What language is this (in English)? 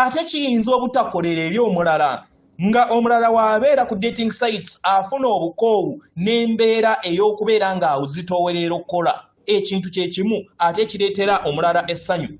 Ganda